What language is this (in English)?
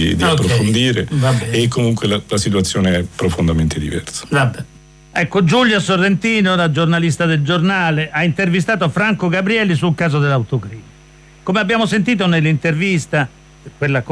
Italian